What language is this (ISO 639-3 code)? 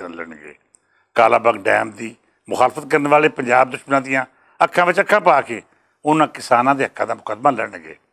lah